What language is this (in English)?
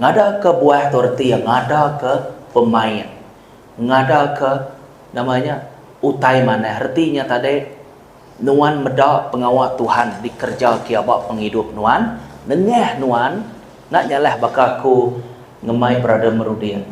Iban